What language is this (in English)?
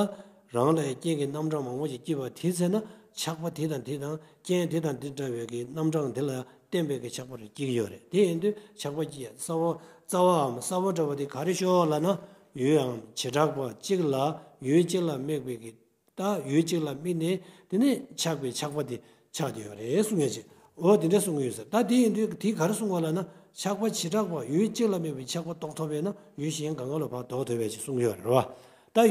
Tibetan